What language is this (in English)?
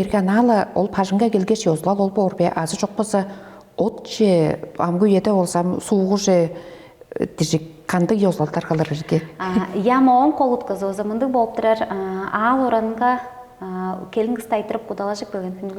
Tuvinian